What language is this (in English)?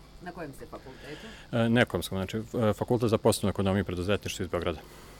Serbian